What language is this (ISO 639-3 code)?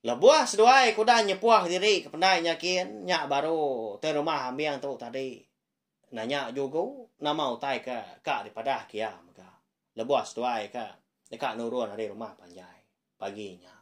iba